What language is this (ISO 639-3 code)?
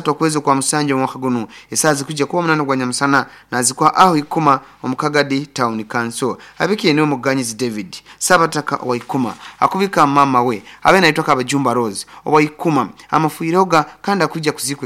nyo